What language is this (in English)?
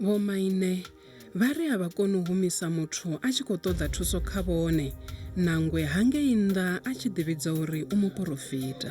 Venda